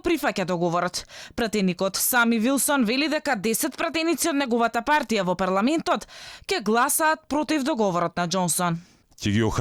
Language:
Macedonian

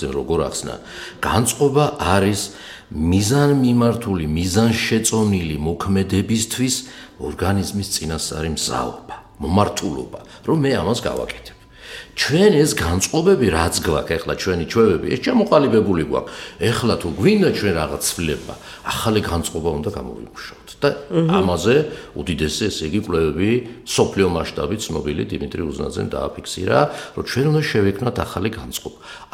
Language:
Georgian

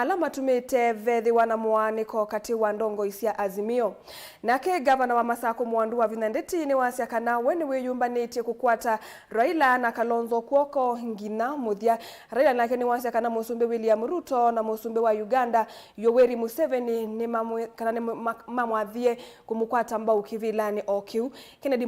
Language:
Kamba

